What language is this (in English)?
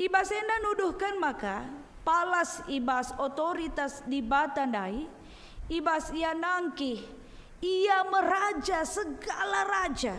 Batak Karo